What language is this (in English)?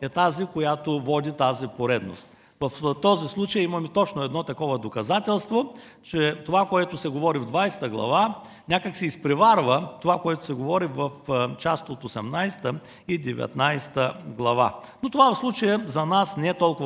Bulgarian